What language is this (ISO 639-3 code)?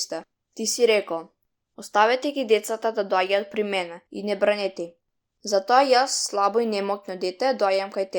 mkd